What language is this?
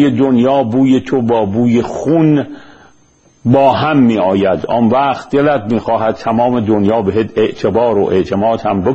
Persian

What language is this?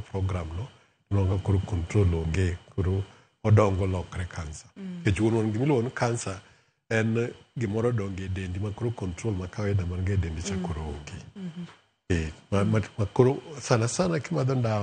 Luo (Kenya and Tanzania)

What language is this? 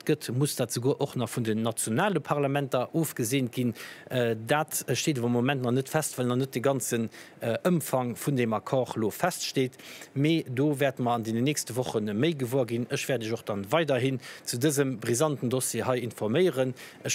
Luxembourgish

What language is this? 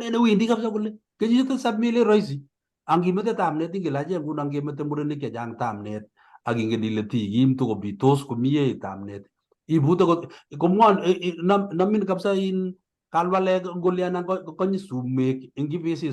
Kalenjin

